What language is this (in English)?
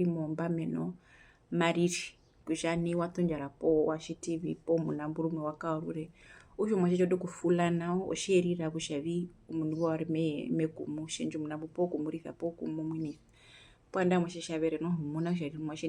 Herero